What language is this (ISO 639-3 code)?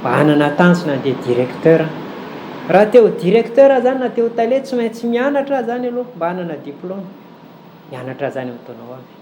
mlg